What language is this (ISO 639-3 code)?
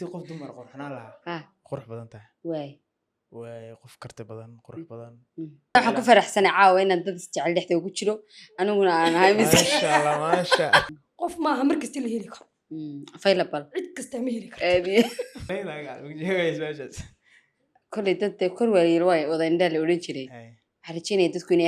som